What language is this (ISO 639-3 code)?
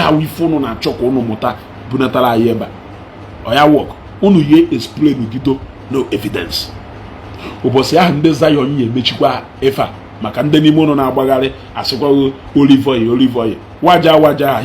ibo